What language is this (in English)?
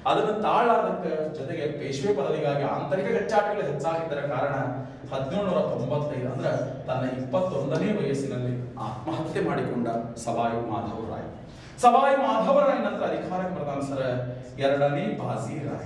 Kannada